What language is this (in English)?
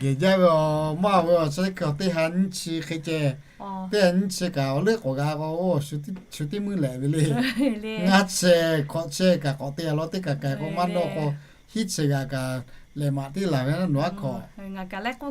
Lahu